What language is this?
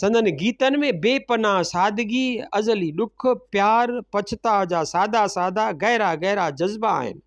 Sindhi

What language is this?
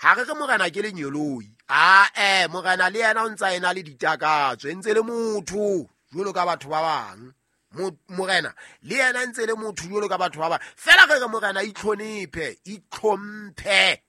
Southern Sotho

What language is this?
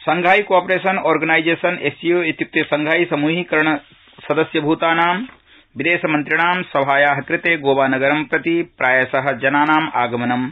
Sanskrit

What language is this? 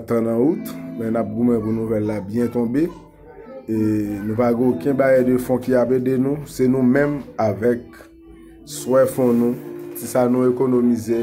Haitian Creole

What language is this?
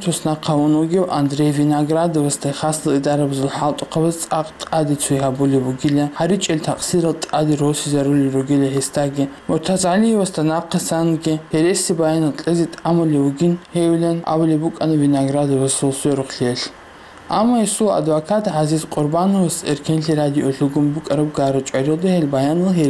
Avaric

